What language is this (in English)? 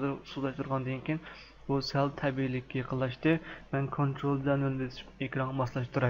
Uyghur